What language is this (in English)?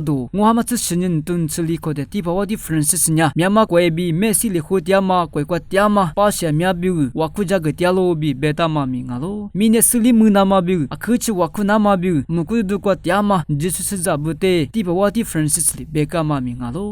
Lisu